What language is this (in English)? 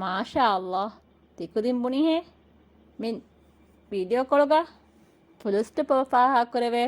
Divehi